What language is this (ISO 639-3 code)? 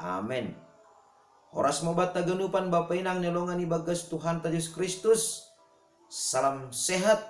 bts